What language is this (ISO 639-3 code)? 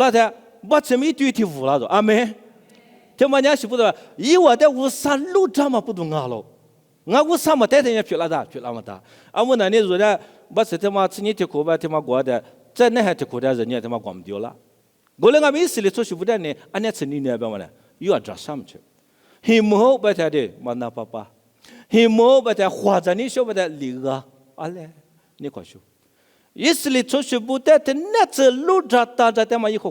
lis